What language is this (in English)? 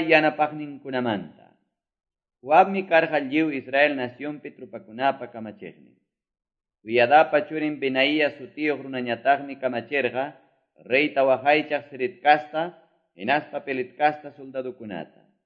Quechua